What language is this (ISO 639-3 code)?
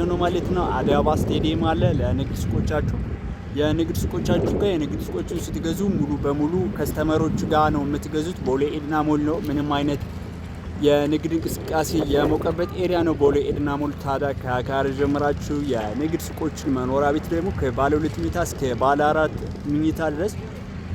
amh